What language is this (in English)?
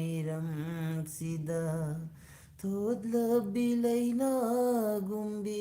Manipuri